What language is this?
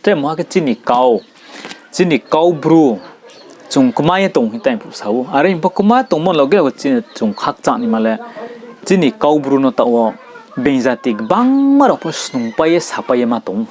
Riang (India)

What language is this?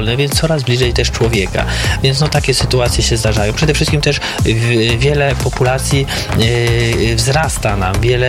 Polish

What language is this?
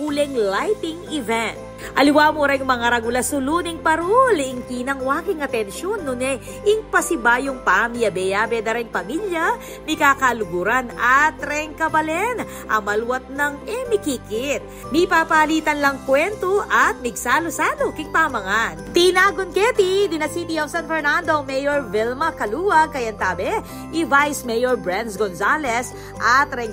Pampanga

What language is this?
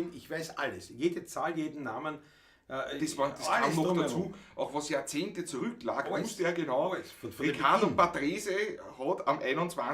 Bavarian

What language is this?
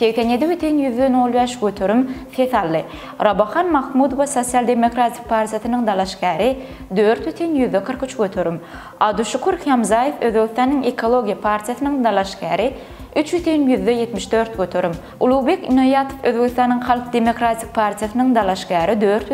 Turkmen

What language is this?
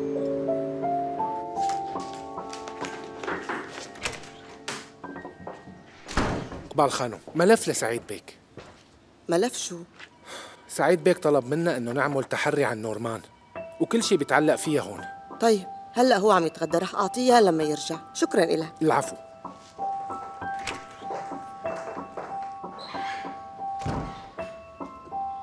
North Levantine Arabic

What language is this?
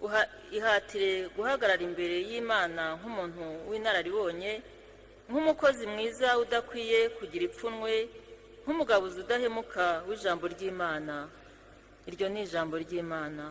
Kinyarwanda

